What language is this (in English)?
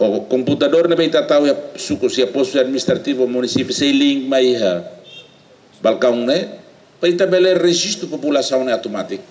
Tetum